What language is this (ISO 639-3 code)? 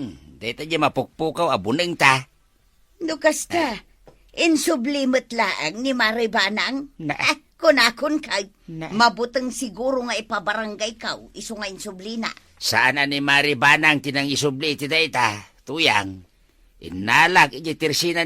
ilo